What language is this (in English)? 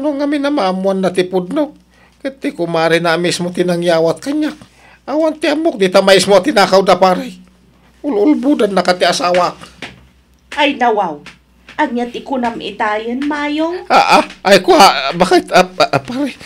Iloko